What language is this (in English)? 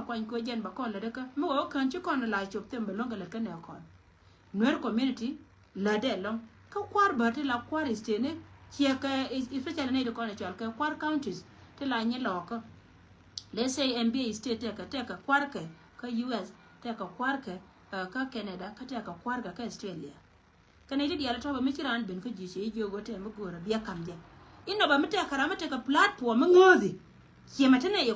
Nuer